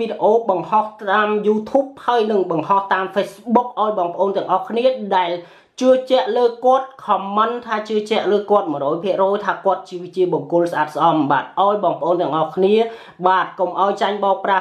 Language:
Khmer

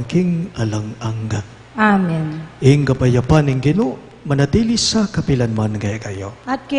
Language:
Pampanga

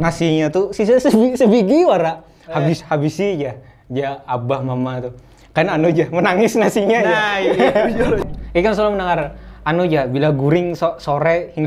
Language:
Banjar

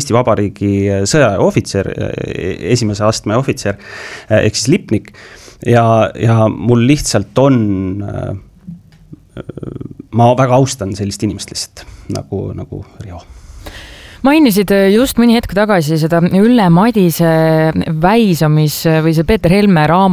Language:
Estonian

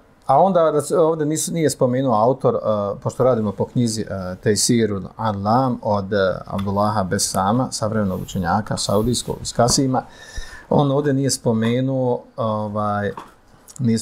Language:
Bosnian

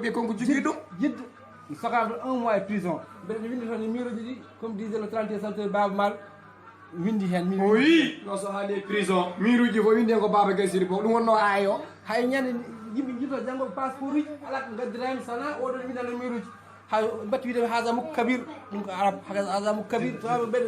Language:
Fula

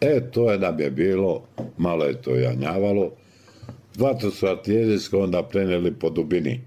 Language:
Bosnian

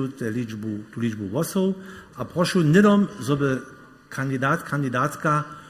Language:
Upper Sorbian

